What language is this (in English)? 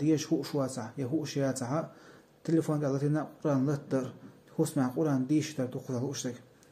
Chechen